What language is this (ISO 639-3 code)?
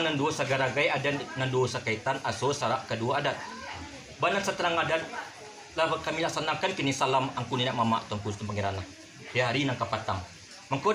min